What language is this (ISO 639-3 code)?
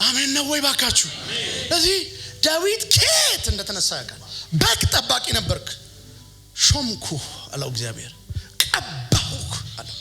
amh